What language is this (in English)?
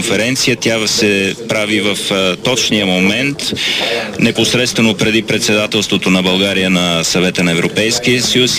Bulgarian